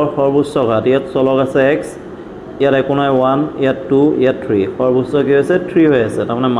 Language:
Assamese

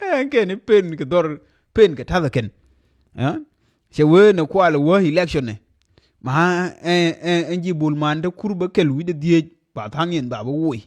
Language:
Nuer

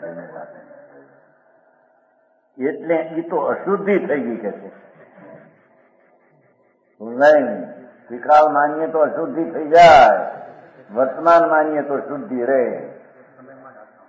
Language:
Gujarati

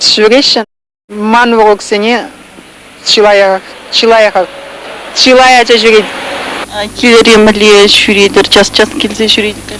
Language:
Chuvash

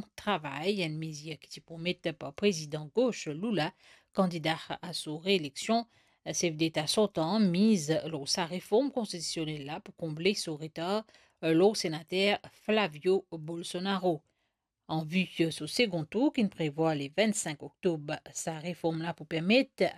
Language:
Morisyen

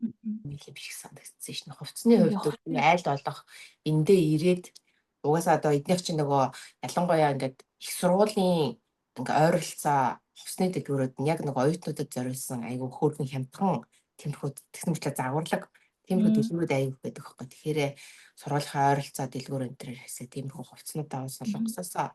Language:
Mongolian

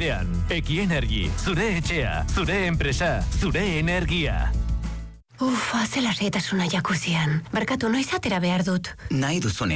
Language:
Basque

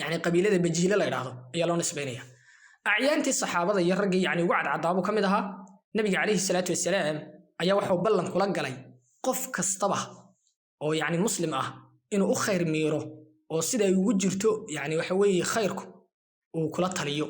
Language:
Somali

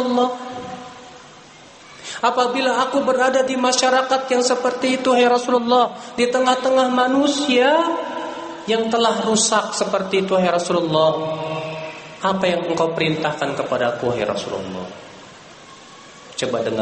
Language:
Indonesian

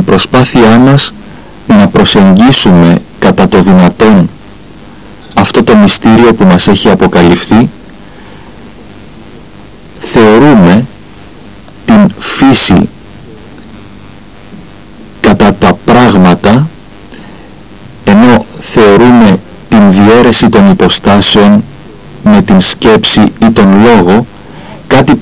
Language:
Greek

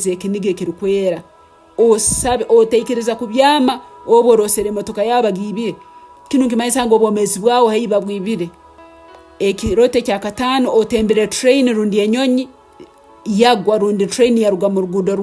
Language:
Tooro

